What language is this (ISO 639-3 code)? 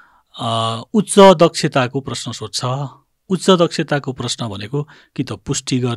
nep